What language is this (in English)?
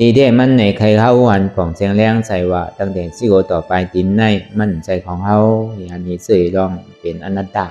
Shan